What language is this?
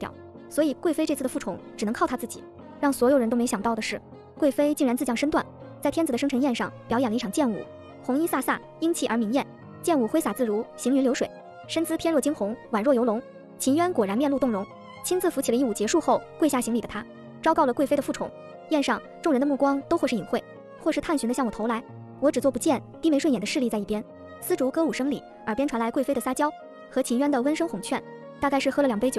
Chinese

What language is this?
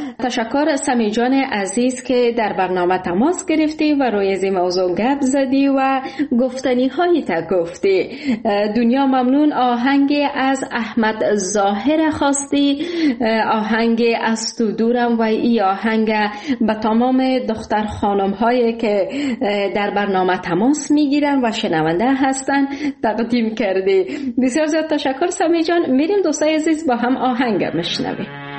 Persian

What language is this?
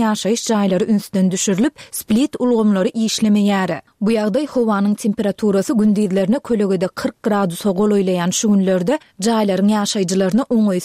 Turkmen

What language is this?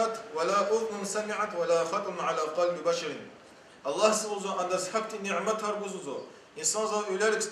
Lezghian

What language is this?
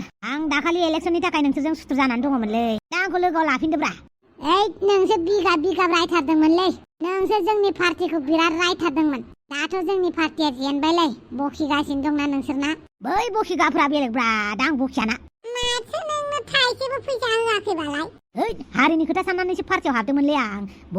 Bodo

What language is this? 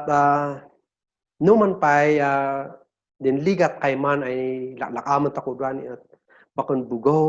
Kankanaey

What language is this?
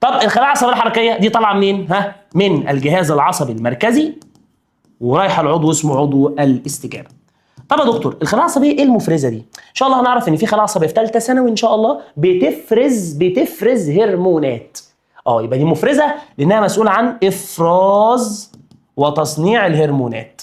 Egyptian Arabic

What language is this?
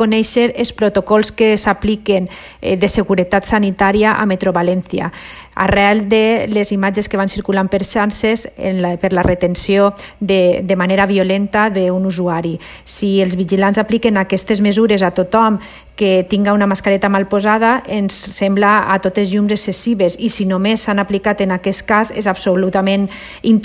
Catalan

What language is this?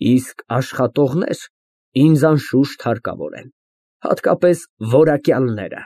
Armenian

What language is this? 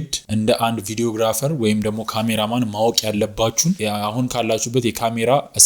Amharic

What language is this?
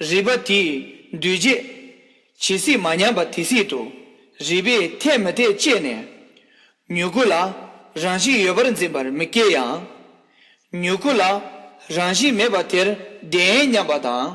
Tibetan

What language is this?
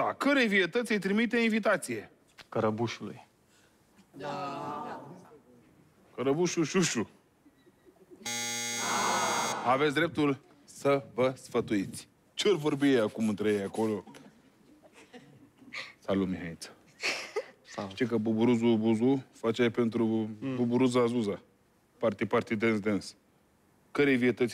Romanian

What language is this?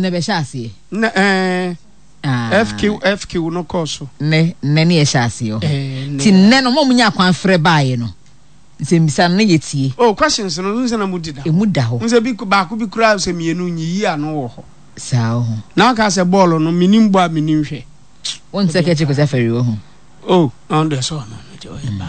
Akan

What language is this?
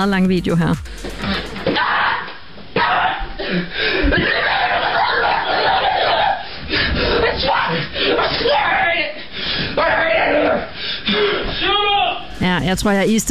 Danish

